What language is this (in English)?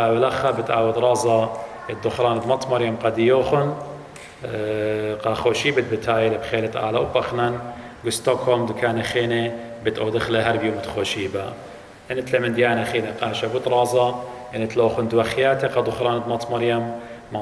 Assyrian Neo-Aramaic